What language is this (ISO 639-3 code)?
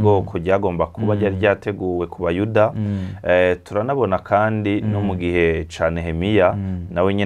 run